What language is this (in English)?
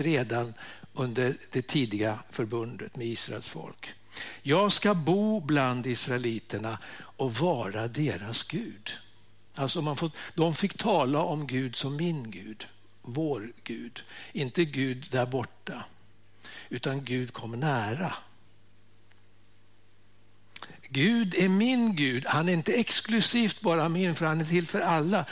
Swedish